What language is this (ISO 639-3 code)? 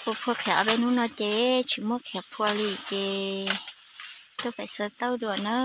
hmn